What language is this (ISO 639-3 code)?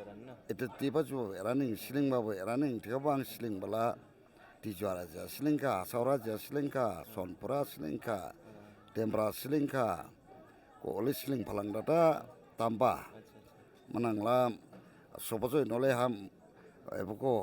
dis